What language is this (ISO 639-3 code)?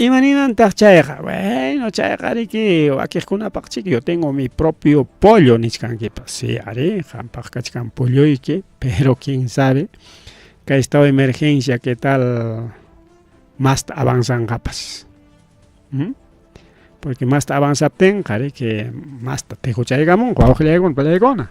quy